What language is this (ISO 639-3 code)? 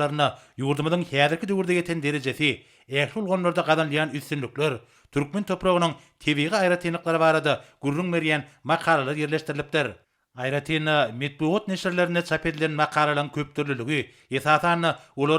tuk